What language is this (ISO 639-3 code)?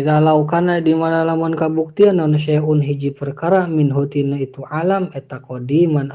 sun